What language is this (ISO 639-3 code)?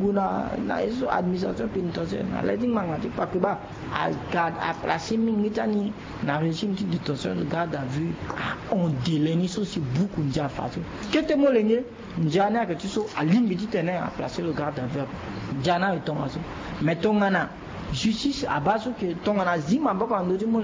sag